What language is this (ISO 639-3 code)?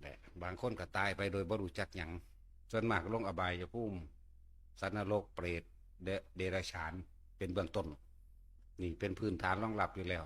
tts